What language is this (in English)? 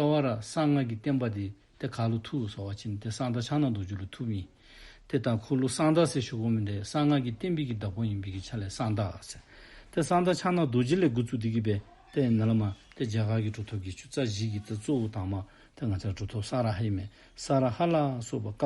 Dzongkha